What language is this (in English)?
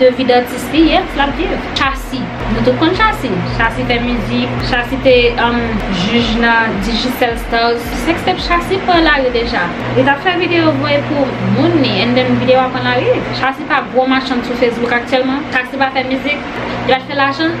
Haitian Creole